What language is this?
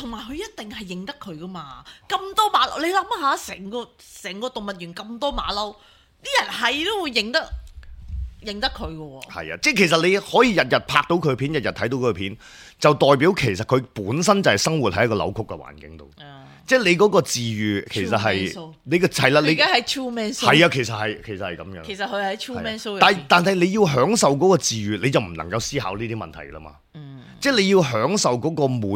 Cantonese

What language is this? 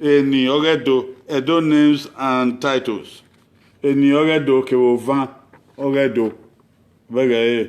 Bini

